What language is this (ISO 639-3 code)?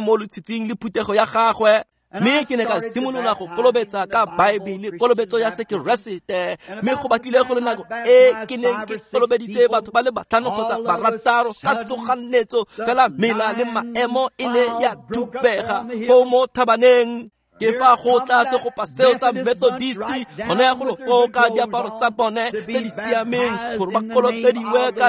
tsn